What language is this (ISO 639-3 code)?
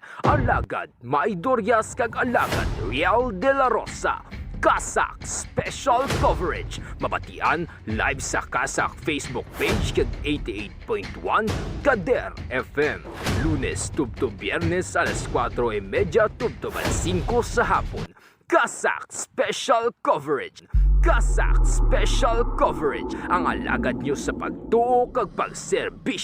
hil